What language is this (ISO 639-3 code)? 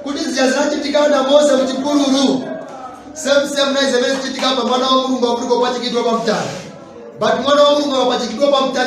nya